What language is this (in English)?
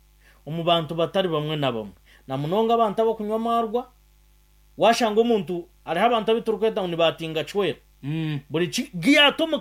Nyankole